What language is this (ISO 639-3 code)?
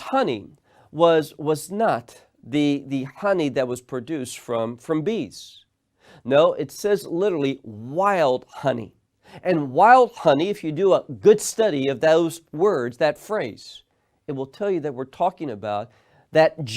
eng